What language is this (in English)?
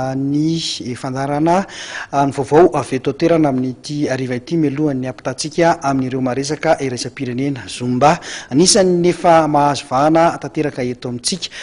Malagasy